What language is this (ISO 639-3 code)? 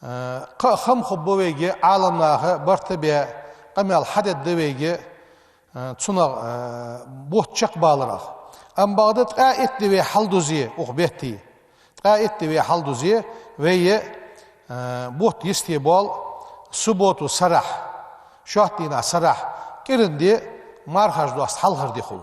inh